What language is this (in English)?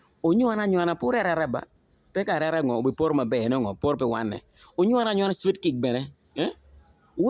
Acoli